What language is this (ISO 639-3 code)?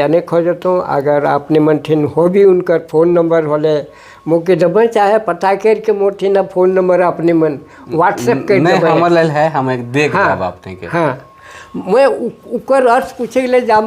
sck